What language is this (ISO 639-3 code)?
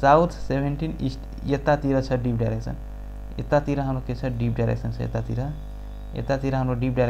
nep